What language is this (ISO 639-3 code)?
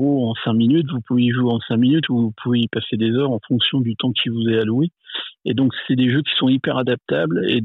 fra